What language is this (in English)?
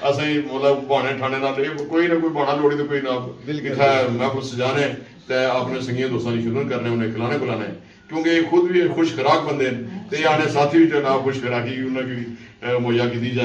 Pahari-Potwari